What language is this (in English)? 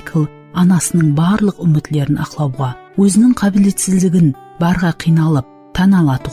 Kara-Kalpak